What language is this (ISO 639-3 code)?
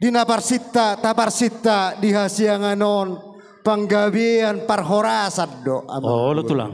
bbc